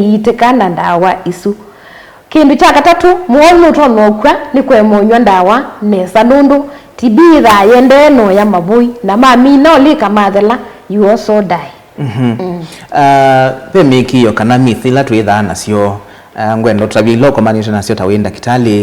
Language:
Kamba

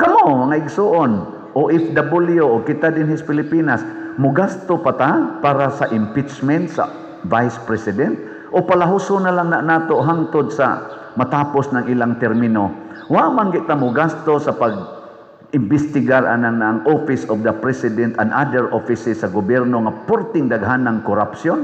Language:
Cebuano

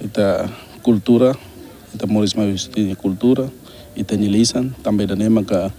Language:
Tetum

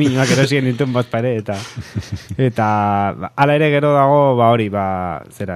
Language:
Basque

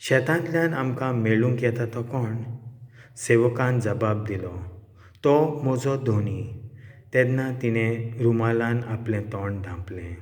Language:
Konkani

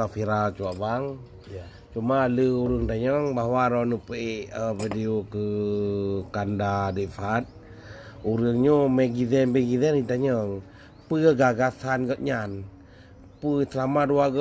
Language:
Achinese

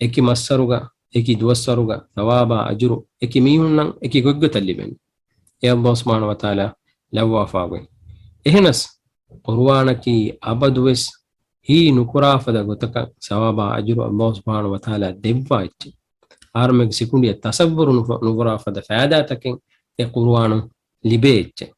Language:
Divehi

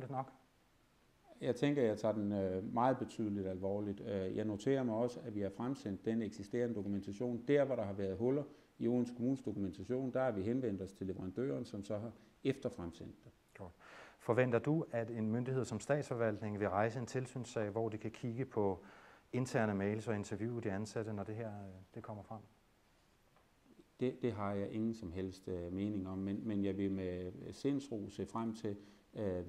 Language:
Danish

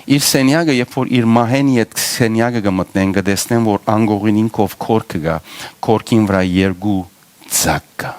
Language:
Western Armenian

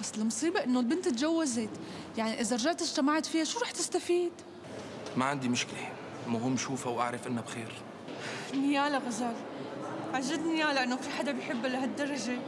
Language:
North Levantine Arabic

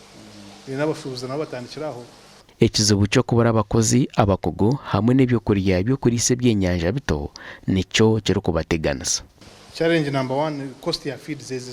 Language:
Nyankole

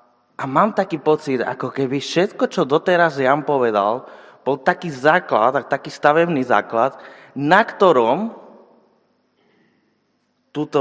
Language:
Slovak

